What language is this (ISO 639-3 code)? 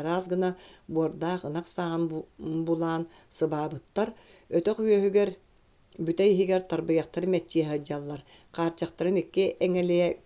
sah